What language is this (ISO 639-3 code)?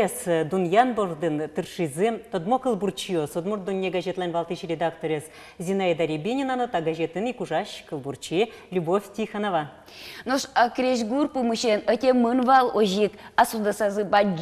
udm